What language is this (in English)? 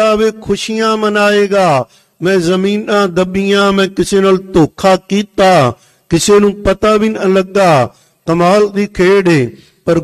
Punjabi